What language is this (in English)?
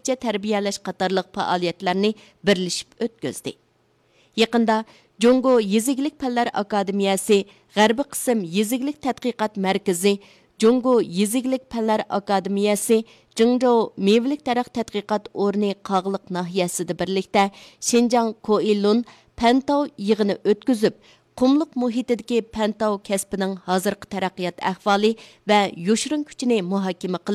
Uyghur